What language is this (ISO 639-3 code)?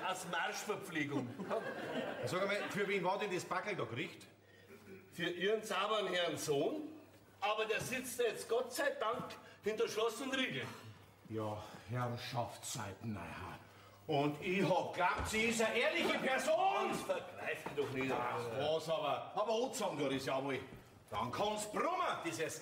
bar